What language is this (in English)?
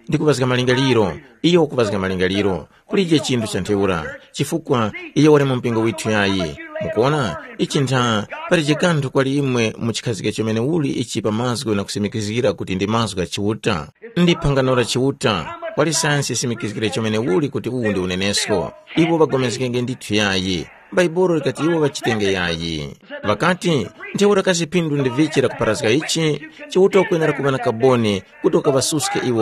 Tumbuka